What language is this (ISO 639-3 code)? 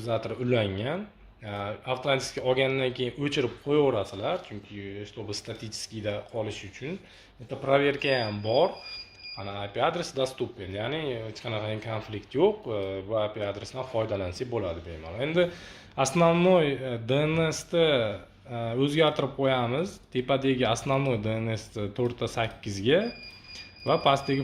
uzb